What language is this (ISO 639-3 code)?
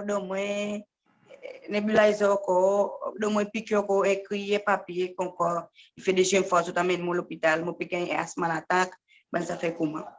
crs